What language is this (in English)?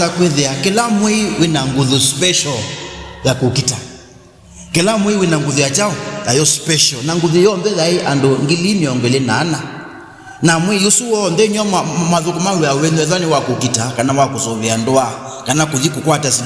Kamba